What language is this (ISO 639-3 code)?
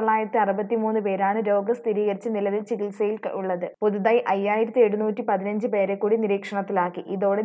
mal